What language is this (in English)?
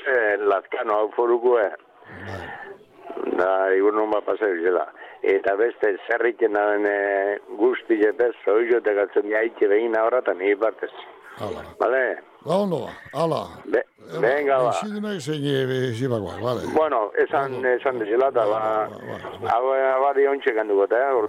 Basque